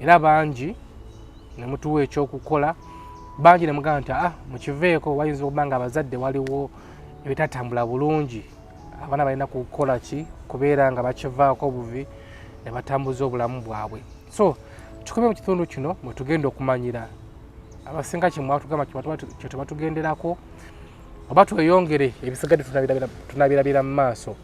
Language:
Ganda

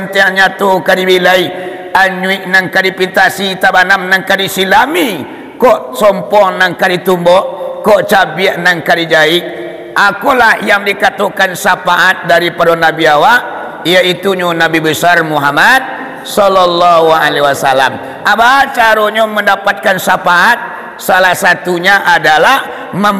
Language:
Minangkabau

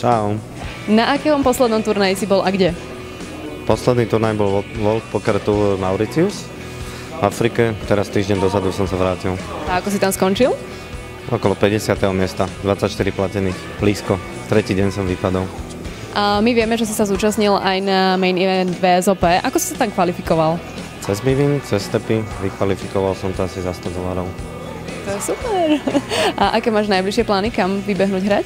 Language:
Slovak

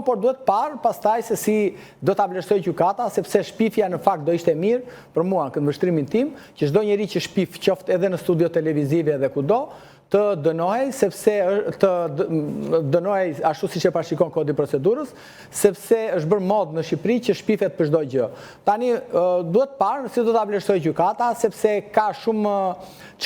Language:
Albanian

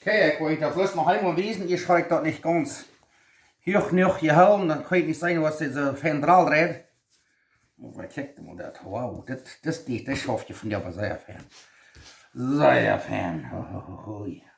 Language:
Plautdietsch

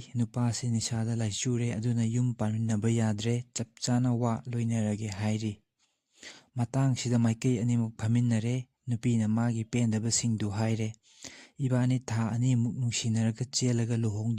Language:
Manipuri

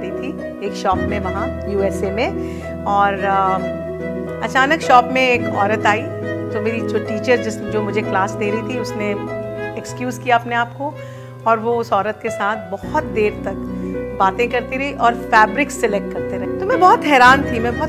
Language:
Hindi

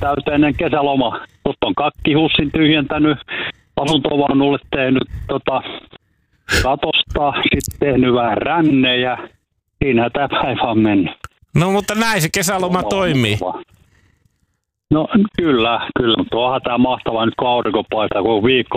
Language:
Finnish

